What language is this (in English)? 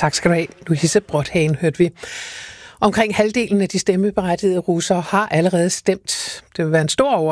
Danish